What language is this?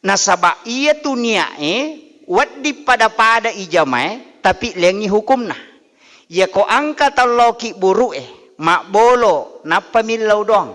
Buginese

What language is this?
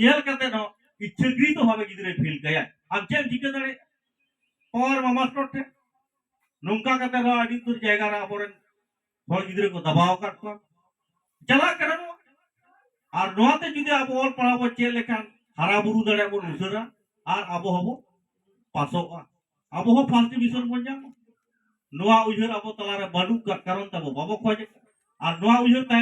Santali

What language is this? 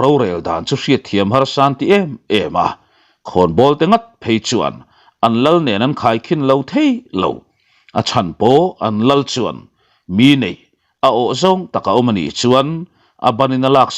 Mizo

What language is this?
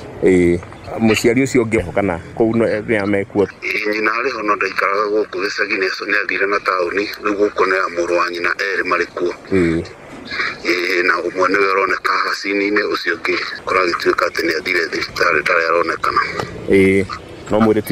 Kikuyu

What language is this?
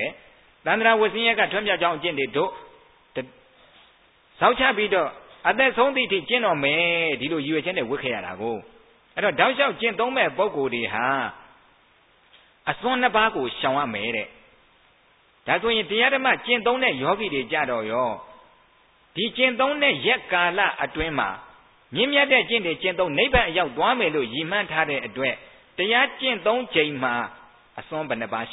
Burmese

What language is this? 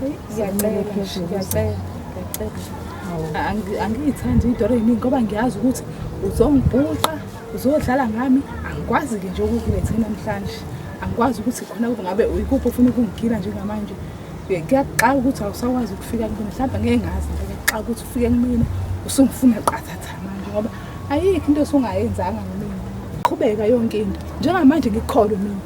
Zulu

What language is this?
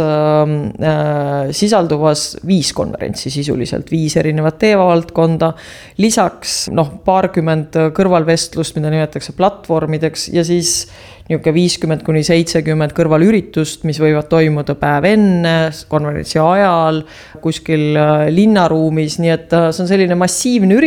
Estonian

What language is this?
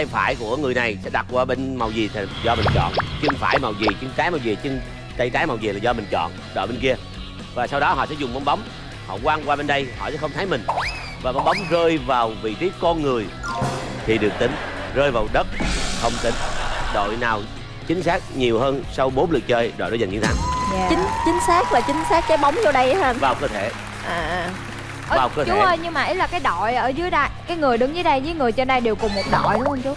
Vietnamese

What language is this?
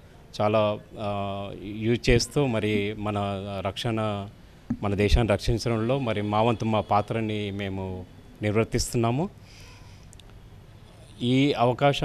Telugu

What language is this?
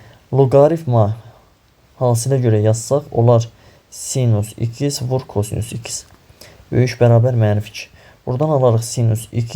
Azerbaijani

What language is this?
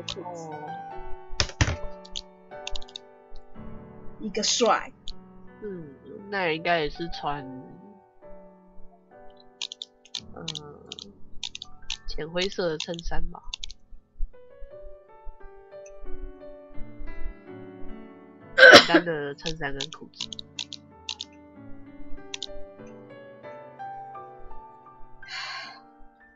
Chinese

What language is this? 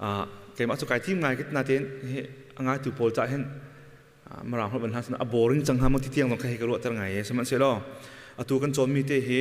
Hakha Chin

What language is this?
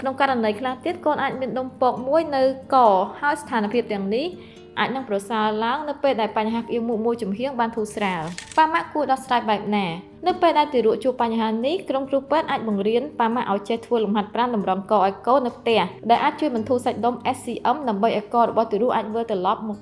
Khmer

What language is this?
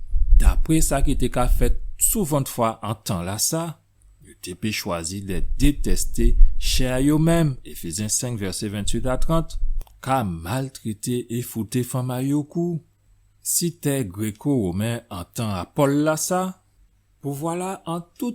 Guadeloupean Creole French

